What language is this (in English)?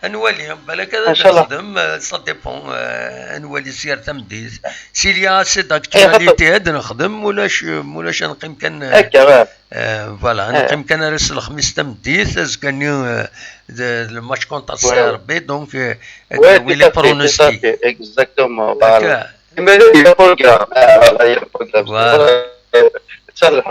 Kabyle